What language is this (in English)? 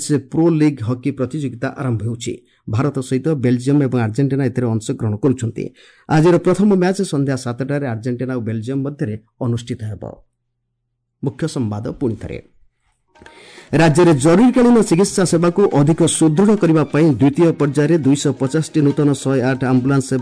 Odia